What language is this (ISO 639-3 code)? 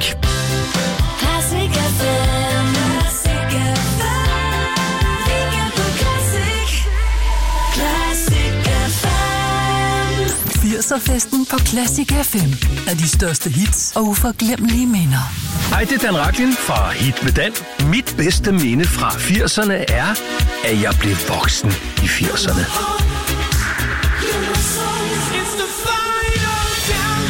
dan